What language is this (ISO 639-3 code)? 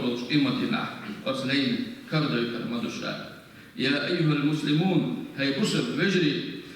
che